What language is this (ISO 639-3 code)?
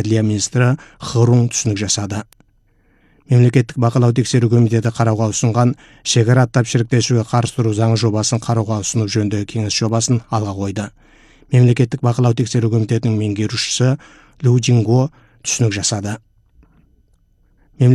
kaz